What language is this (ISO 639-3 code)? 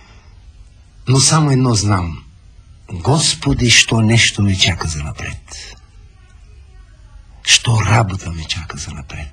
bul